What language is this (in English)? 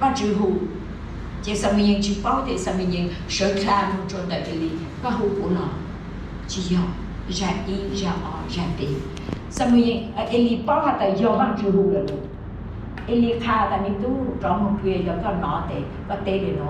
Hmong